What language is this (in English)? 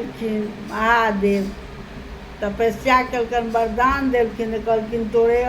Maithili